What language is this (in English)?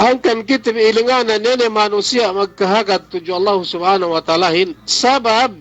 Yakan